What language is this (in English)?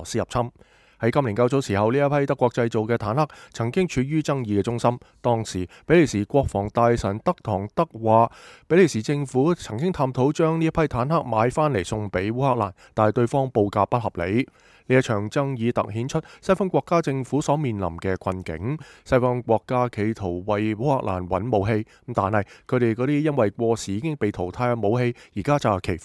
Cantonese